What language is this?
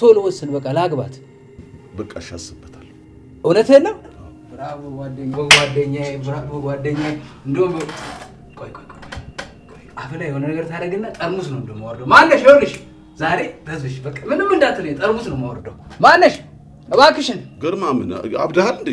Amharic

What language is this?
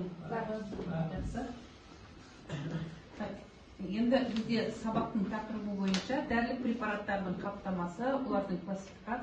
Kazakh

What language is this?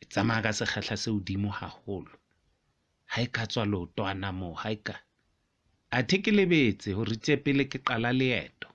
Southern Sotho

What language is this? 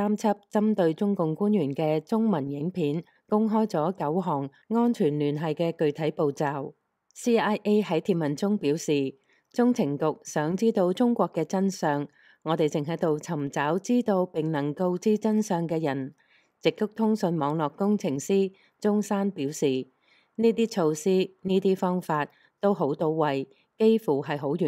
Cantonese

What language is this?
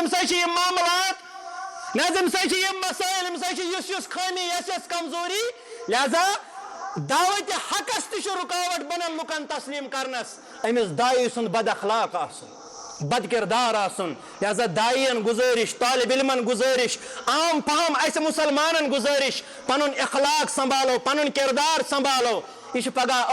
Kashmiri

